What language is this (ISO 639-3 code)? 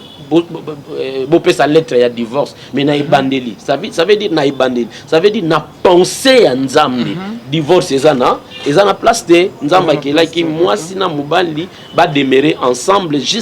lin